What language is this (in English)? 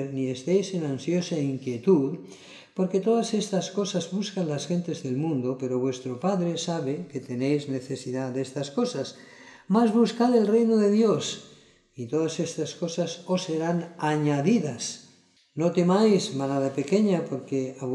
Spanish